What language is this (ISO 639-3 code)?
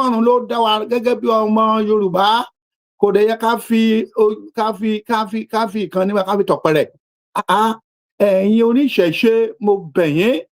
yor